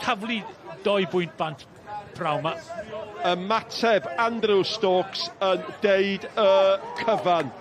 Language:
Welsh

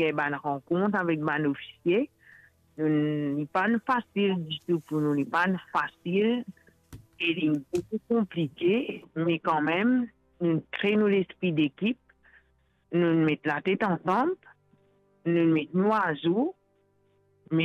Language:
Morisyen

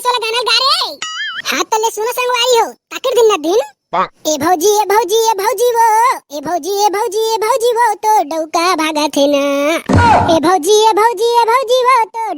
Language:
Chhattisgarhi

